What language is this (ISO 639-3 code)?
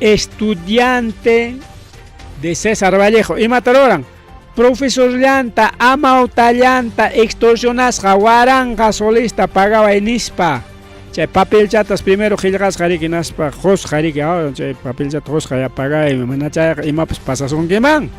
quy